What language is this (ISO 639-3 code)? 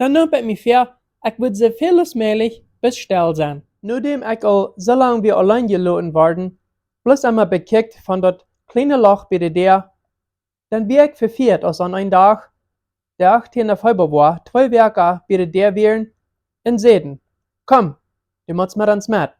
pdt